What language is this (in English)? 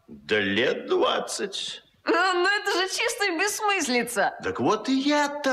Russian